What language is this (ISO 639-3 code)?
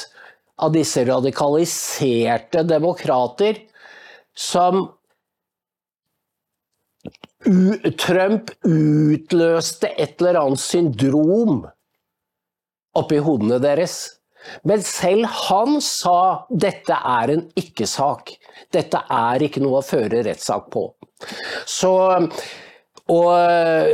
nor